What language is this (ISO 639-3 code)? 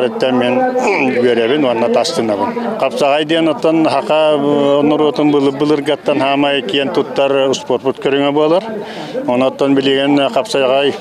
sah